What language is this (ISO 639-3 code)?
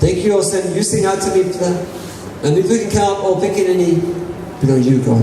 tpi